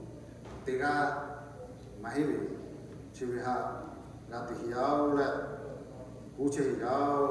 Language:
Lahu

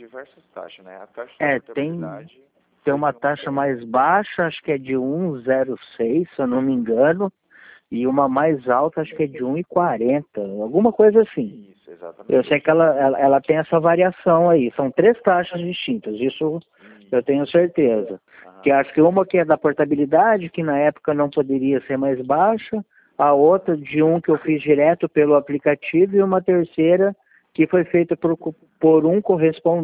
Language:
Portuguese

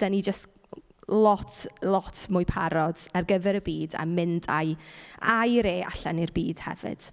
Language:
Welsh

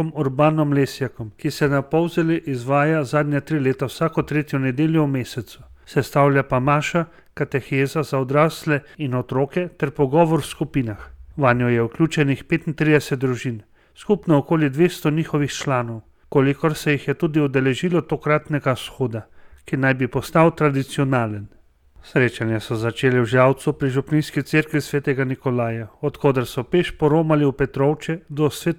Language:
Slovenian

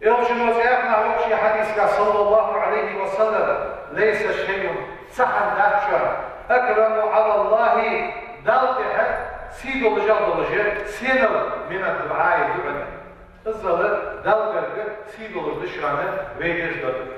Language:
Ingush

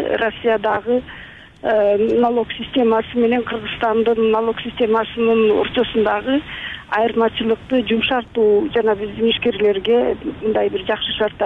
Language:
Kyrgyz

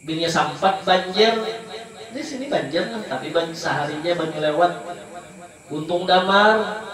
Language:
Banjar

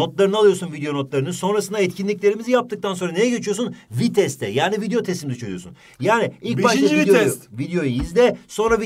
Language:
Turkish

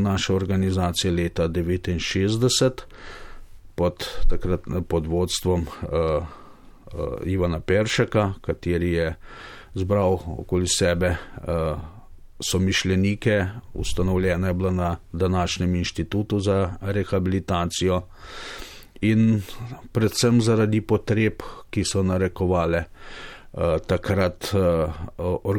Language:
Slovenian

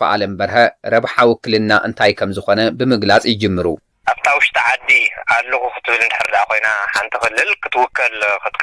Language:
Tigrinya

